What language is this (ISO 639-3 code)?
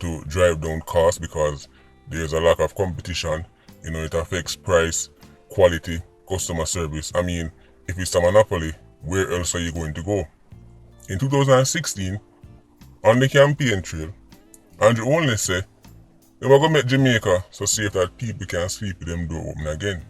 jam